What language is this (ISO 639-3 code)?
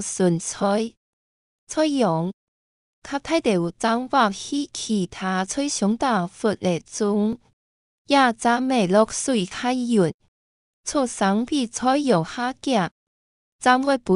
hak